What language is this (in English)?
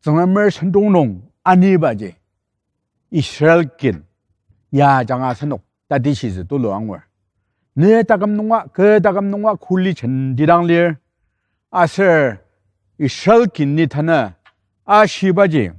Ao Naga